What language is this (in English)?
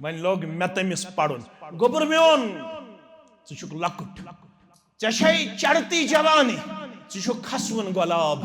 Kashmiri